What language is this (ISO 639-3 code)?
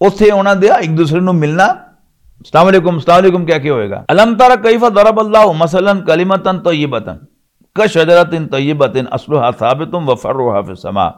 lah